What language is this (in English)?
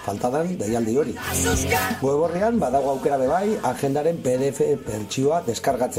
Basque